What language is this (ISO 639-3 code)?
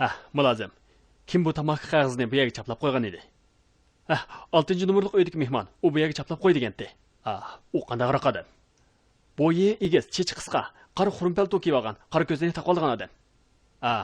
uig